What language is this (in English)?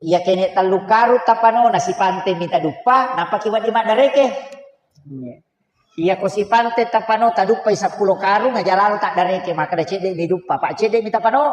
Buginese